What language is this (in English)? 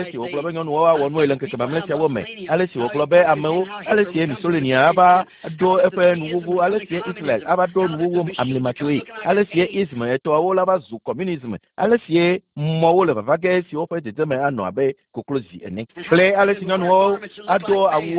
Ewe